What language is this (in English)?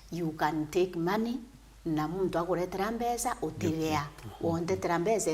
Meru